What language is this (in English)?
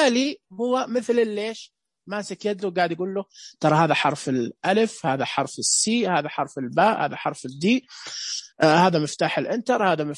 Najdi Arabic